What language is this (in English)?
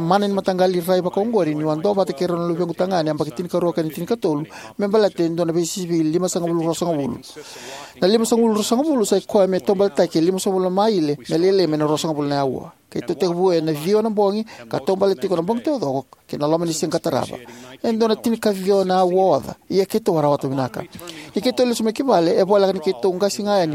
Fijian